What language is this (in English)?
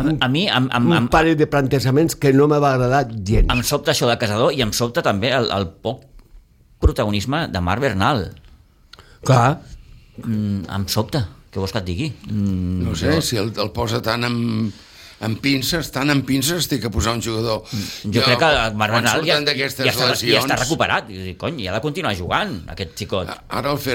Catalan